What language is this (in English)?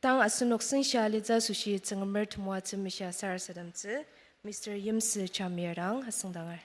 Ao Naga